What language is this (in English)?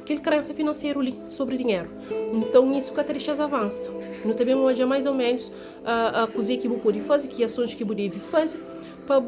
Kabuverdianu